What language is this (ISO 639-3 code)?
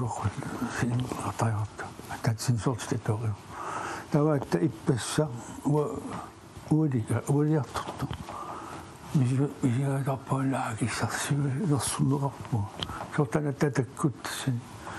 kal